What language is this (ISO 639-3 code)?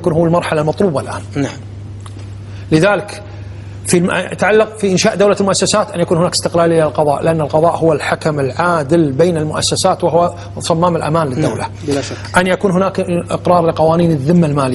ara